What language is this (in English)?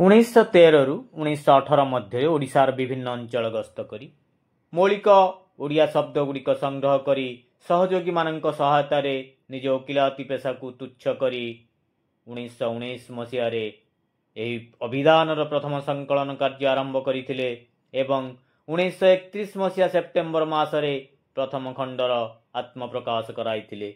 Odia